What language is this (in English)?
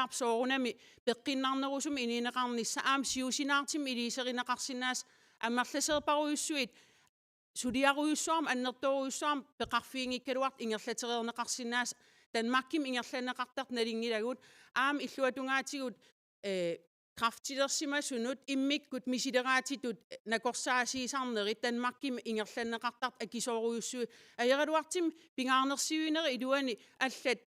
Kalaallisut